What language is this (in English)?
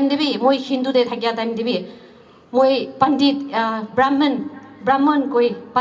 Naga Pidgin